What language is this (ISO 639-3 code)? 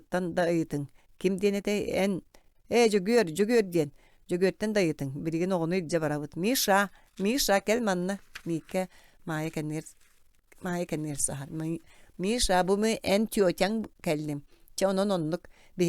sah